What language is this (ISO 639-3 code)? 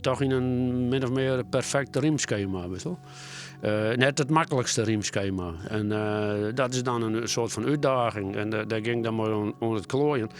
fry